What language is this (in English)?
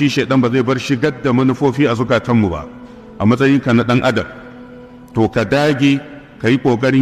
Hausa